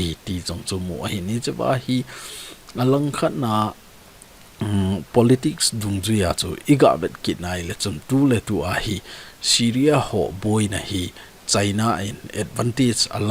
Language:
Thado Chin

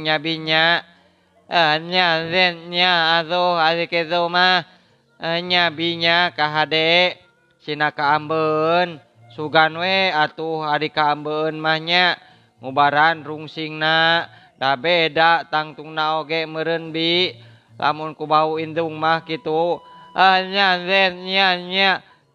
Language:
Sundanese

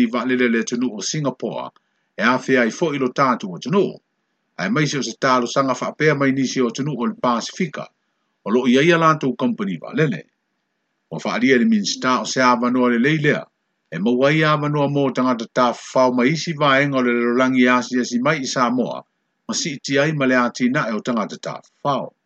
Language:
Samoan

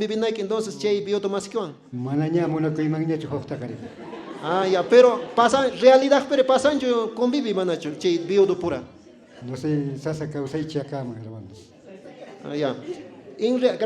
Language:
Quechua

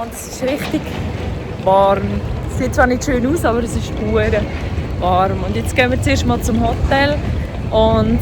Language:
Swiss German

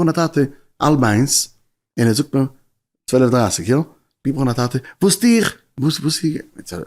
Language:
Yiddish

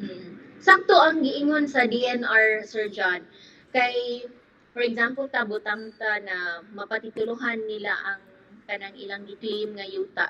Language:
Cebuano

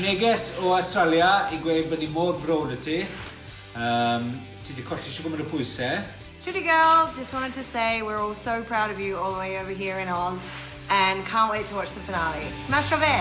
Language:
Welsh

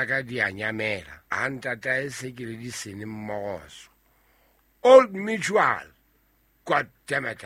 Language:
Southern Sotho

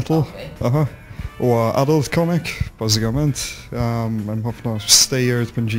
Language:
Maltese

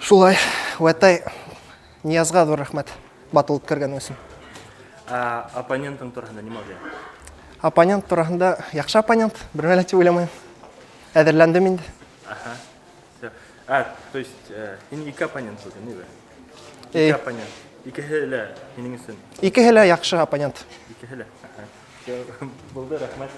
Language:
Bashkir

